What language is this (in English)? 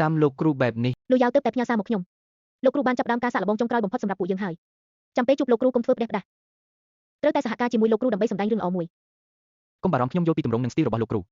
Khmer